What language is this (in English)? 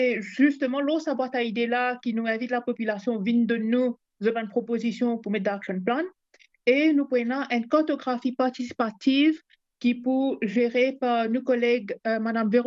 Morisyen